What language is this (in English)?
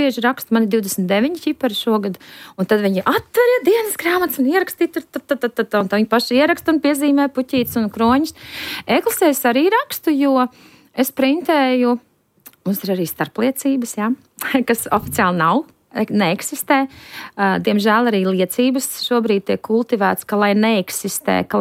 Latvian